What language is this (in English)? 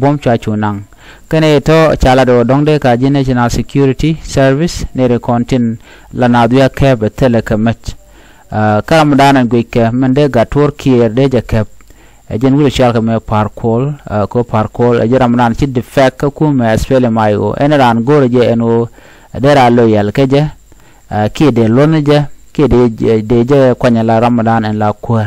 Nuer